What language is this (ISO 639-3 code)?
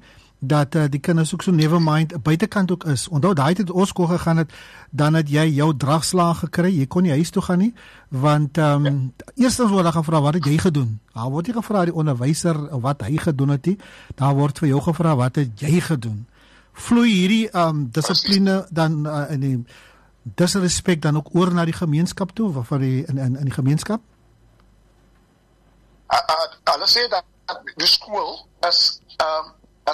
afr